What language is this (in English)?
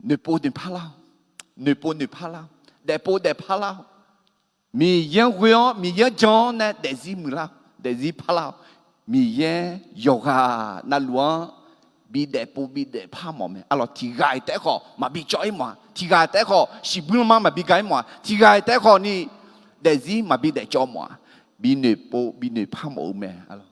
Akha